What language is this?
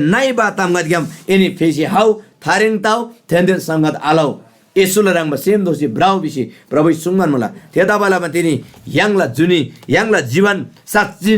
Eastern Tamang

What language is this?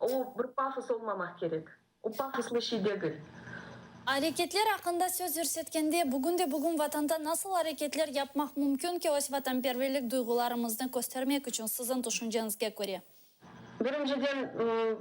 Crimean Tatar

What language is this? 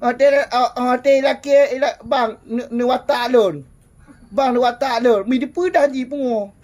Achinese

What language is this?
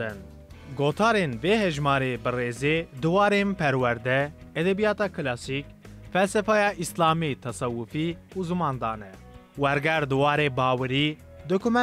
Kurdish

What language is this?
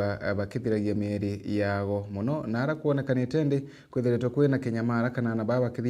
Meru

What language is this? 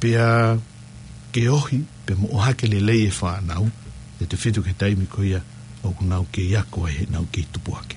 Tongan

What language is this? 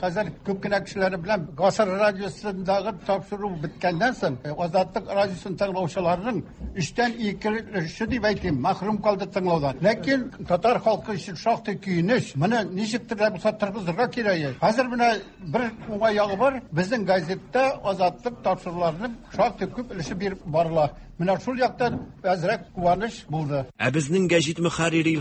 Tatar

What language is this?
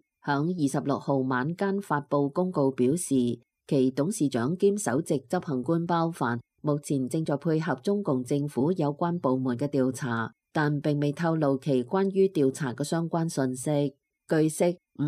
Cantonese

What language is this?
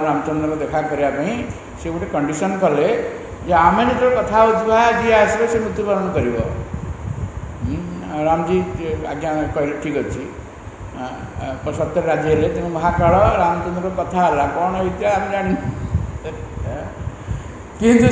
Odia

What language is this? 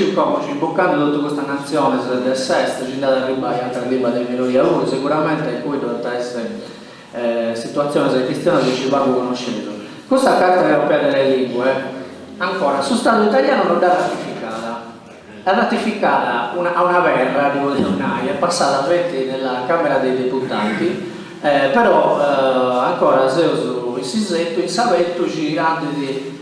Sardinian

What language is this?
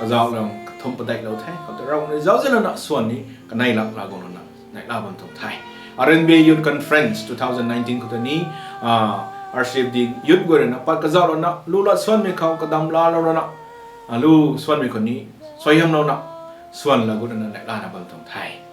Rongmei Naga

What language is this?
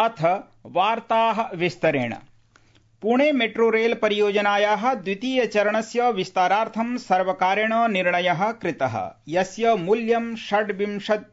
Sanskrit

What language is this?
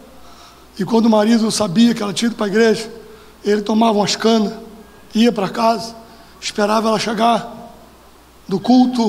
Portuguese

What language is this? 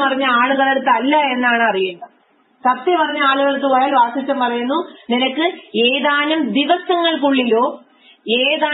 Malayalam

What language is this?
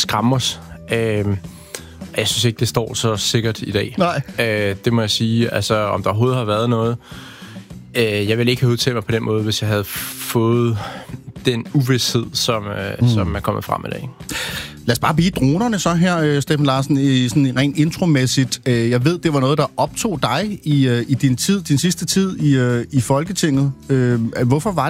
Danish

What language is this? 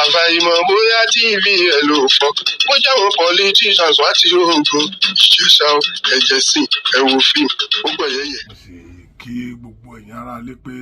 Yoruba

